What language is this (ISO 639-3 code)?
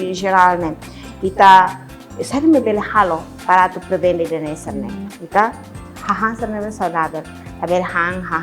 tet